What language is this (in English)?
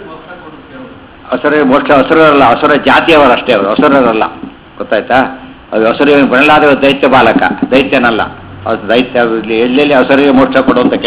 Kannada